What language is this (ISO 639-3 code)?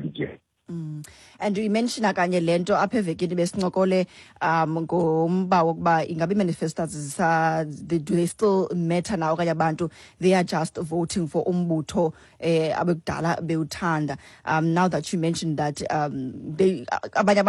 xho